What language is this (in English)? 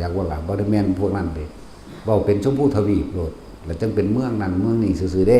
Lao